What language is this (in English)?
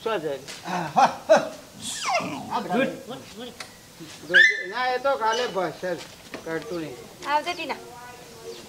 Gujarati